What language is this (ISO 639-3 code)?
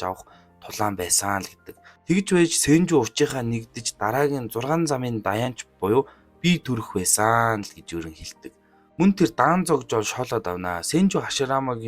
mon